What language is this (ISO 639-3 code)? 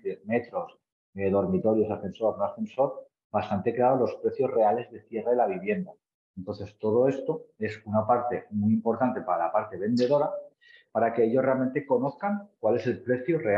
spa